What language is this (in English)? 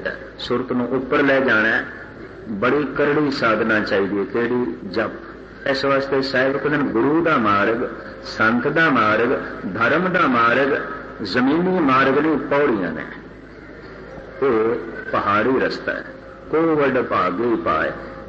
Punjabi